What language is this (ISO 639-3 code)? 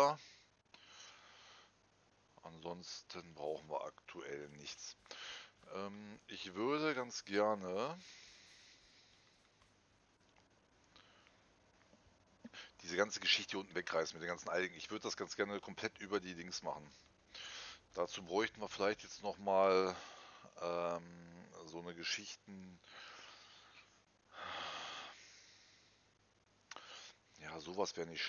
deu